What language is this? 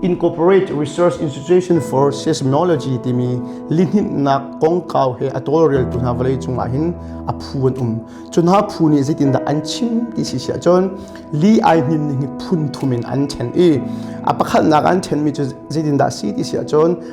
Hakha Chin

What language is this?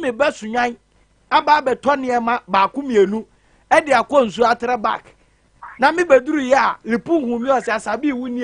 Akan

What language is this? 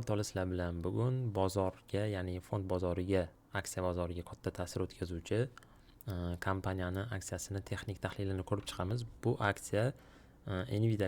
Uzbek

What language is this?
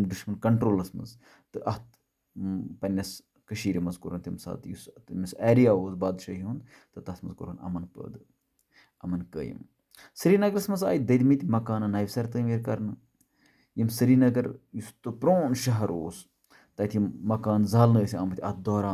Kashmiri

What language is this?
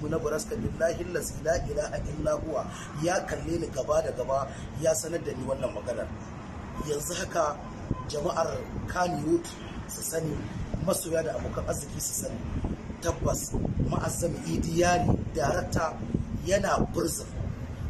Hausa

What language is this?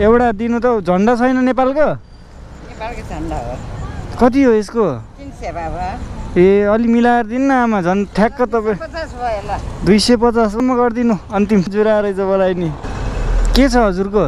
Nepali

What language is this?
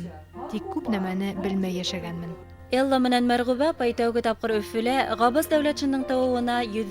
Bashkir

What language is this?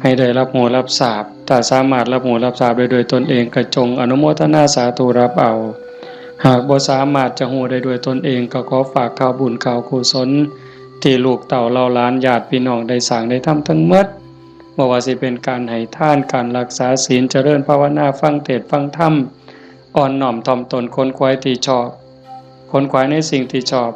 Northeastern Thai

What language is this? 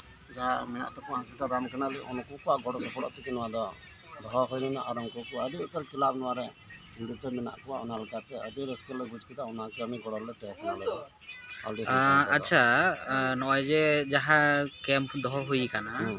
Santali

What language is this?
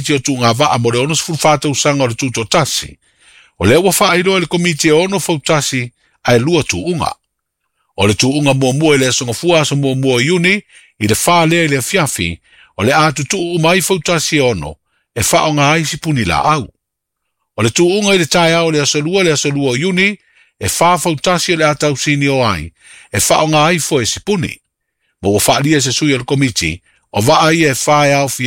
Samoan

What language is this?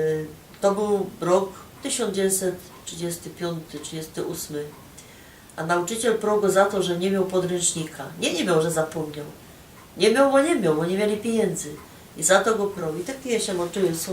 Silesian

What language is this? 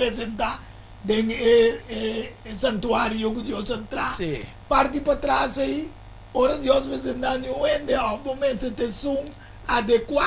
Papiamento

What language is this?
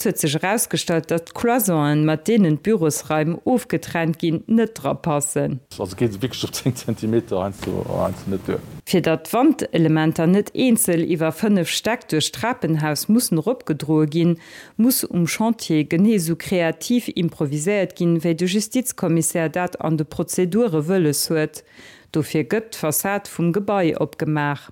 Luxembourgish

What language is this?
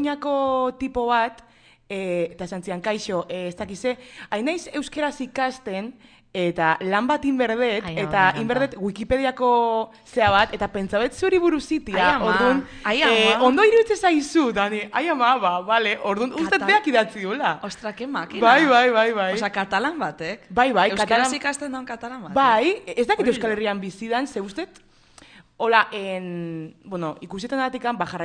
Basque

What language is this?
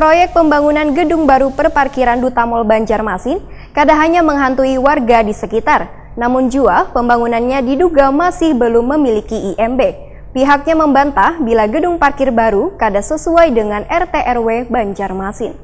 Banjar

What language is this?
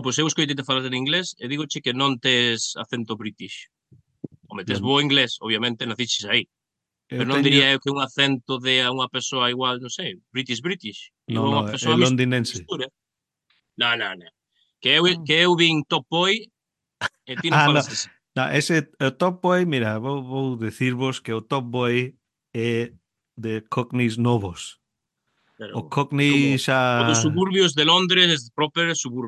Galician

